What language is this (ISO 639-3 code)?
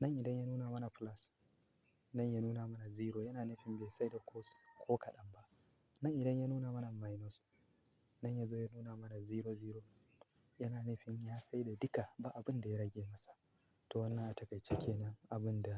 hau